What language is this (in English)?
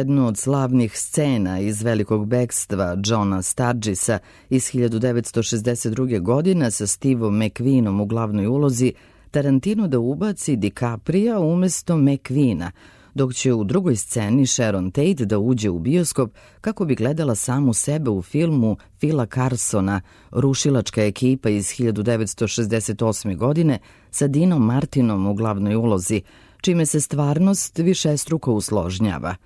Serbian